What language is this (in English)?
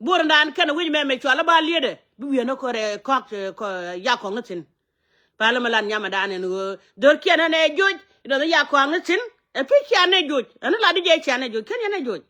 Nuer